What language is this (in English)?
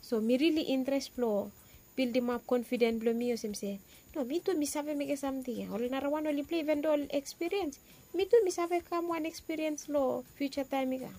Bislama